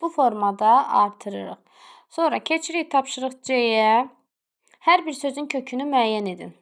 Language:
Azerbaijani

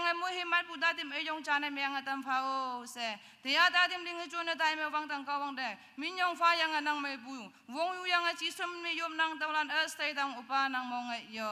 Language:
Naga Pidgin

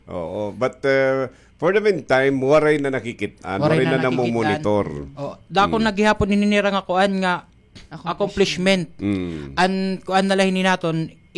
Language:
Waray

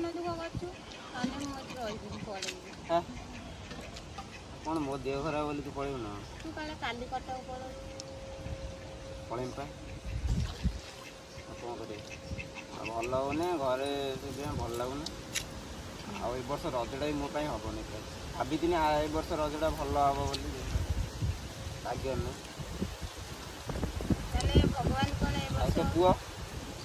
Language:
Odia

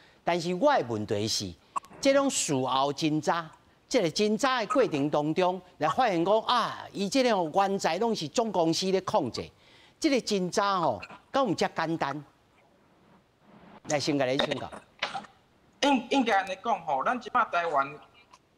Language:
Min Nan Chinese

